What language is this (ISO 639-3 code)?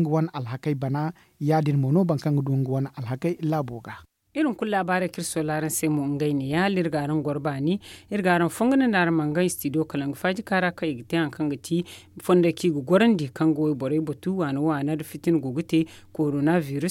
dje